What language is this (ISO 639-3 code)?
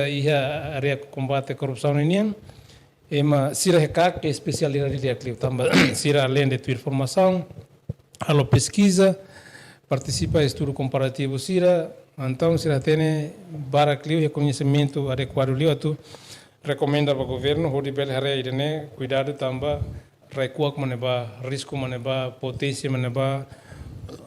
tet